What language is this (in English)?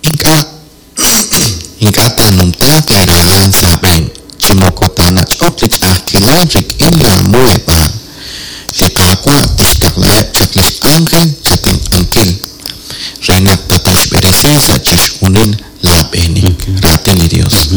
Kekchí